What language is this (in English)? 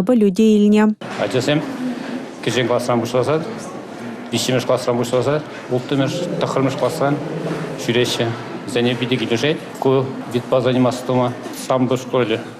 Chuvash